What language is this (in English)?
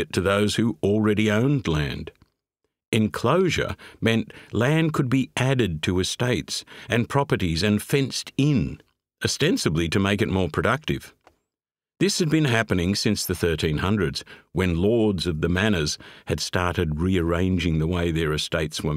English